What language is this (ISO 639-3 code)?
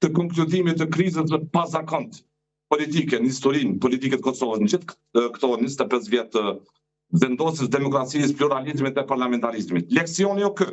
sqi